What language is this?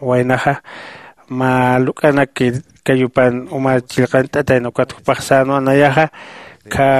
Aymara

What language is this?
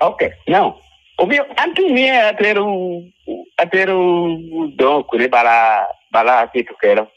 Lango (Uganda)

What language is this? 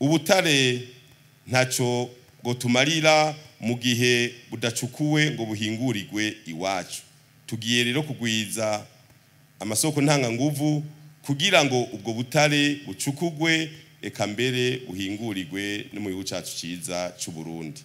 Rundi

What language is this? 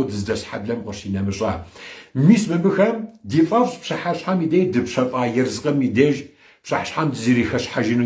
Kabardian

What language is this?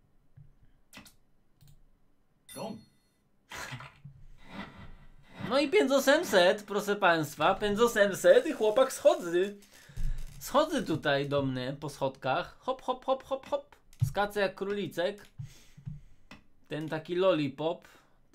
Polish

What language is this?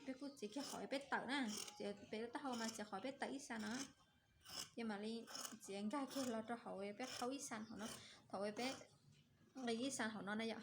Hmong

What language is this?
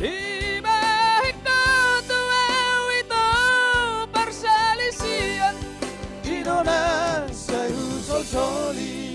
Batak Toba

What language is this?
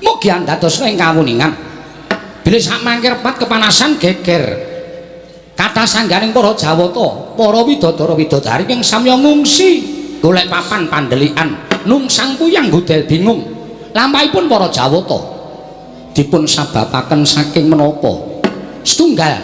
Javanese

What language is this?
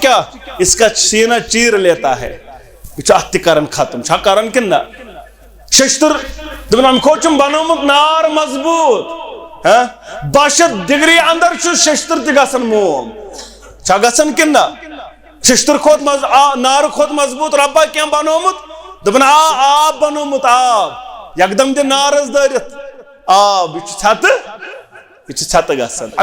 Kashmiri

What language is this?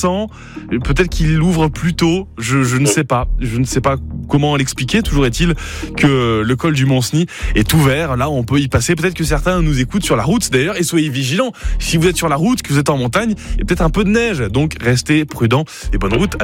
French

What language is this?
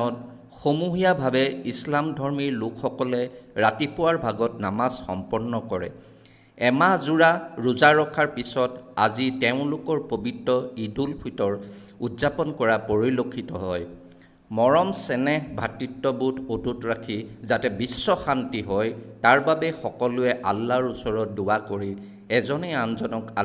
Assamese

